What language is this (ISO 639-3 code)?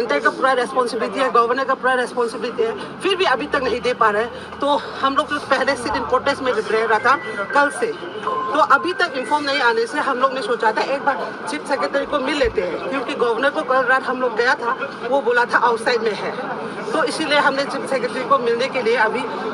mni